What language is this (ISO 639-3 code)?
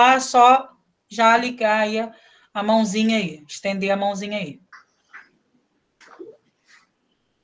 por